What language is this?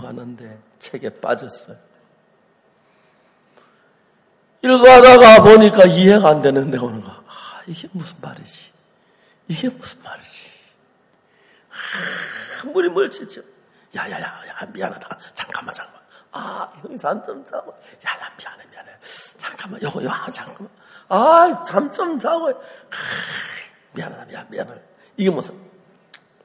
Korean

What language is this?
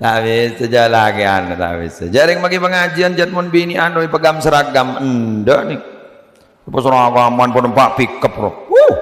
Madurese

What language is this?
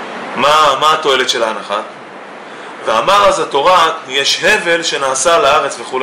Hebrew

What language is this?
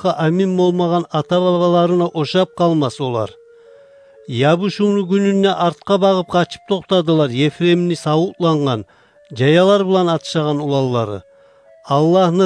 Kumyk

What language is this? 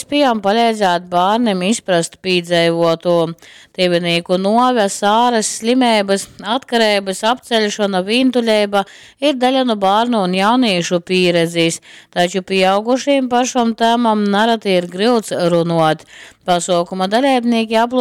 Latgalian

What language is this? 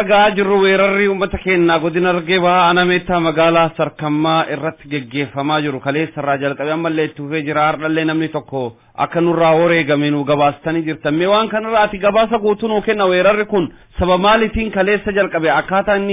Oromo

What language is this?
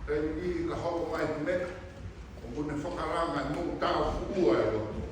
Tongan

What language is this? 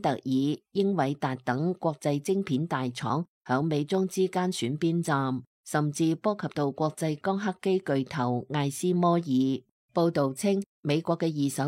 Cantonese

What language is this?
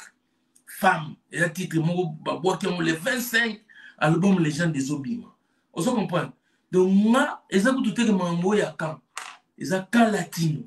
Lingala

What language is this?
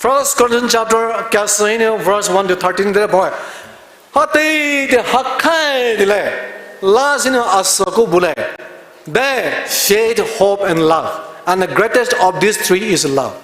Poumei Naga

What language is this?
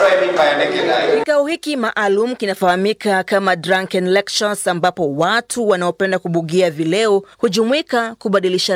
Swahili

